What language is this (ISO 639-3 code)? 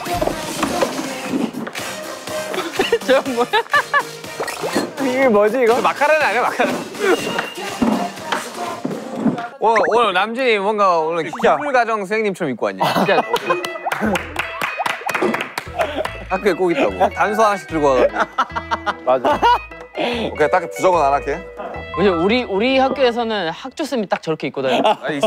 kor